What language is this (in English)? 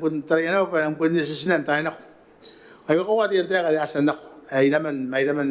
Gilbertese